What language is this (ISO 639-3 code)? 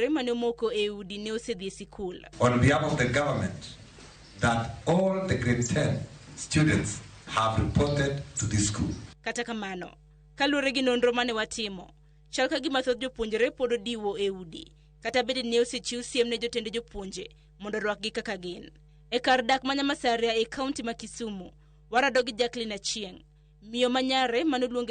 luo